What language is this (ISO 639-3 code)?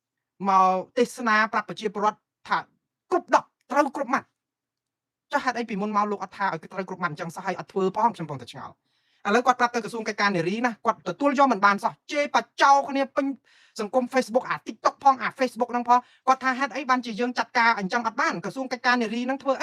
khm